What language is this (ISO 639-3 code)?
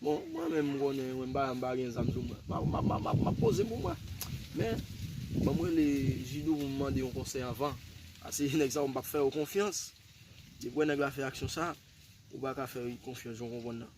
hat